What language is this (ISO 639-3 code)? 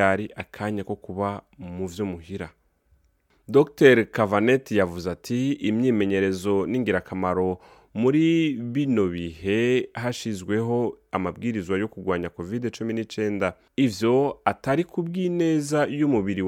run